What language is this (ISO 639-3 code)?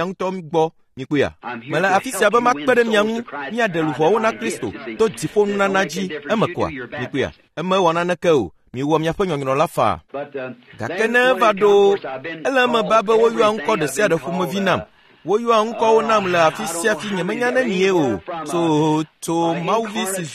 ewe